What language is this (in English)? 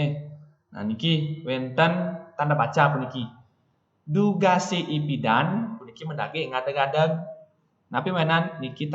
Balinese